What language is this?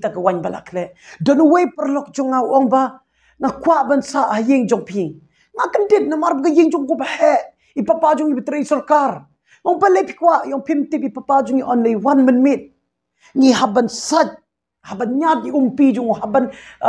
Khasi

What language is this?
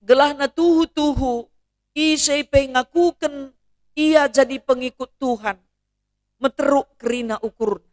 Batak Karo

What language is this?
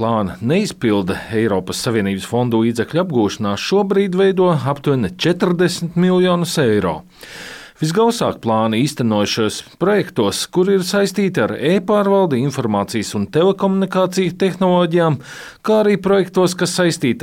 Latvian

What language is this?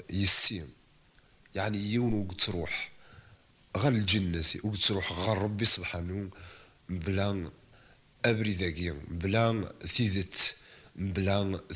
Kabyle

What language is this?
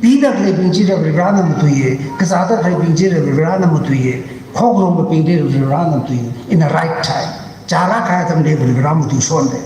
Tangkhul Naga (India)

